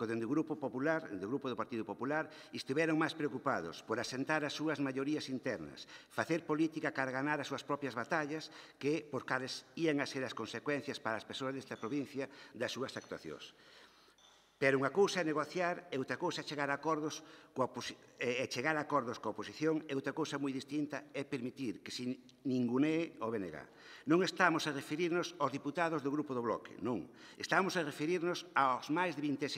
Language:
Galician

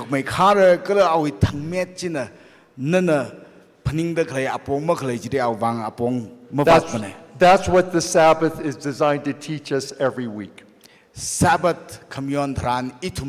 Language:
Tangkhul Naga (India)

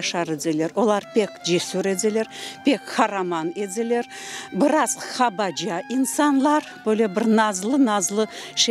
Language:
Crimean Tatar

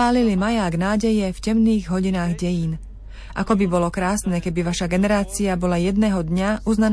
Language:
Slovak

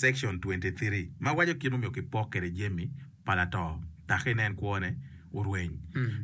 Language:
Acoli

